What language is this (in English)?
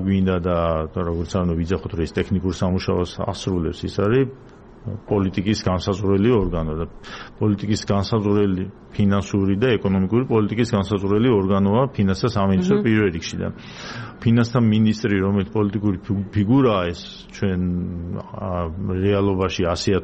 Georgian